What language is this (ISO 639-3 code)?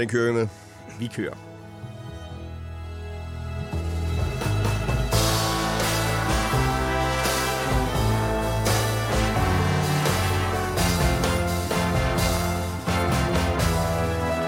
dan